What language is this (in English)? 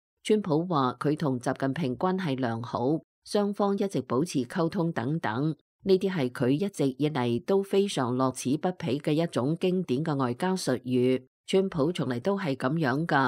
Cantonese